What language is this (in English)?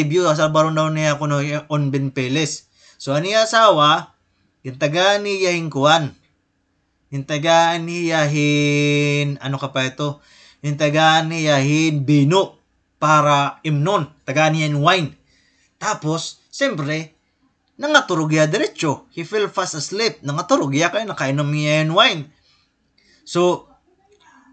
Waray